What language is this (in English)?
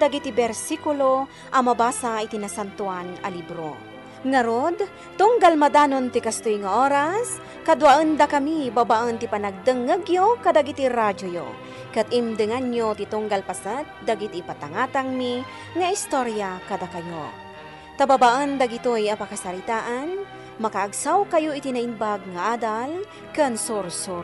Iloko